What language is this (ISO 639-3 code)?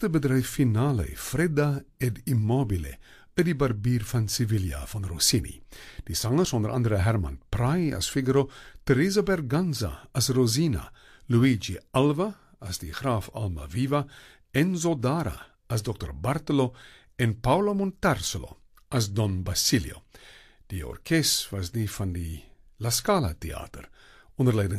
afr